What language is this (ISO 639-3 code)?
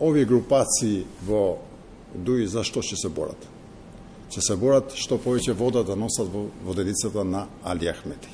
mkd